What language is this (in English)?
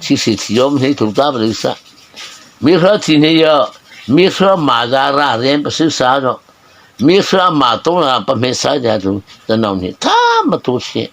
Mara Chin